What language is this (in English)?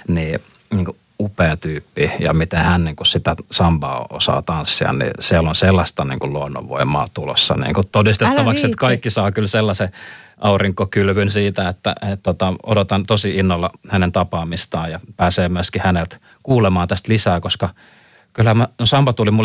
Finnish